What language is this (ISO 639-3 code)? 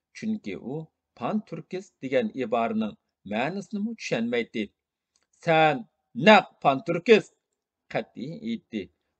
uig